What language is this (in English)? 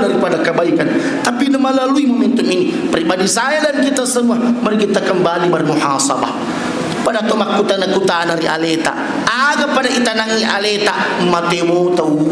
Buginese